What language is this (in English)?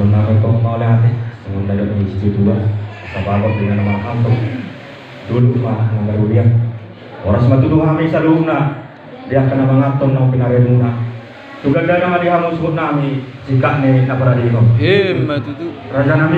Batak Toba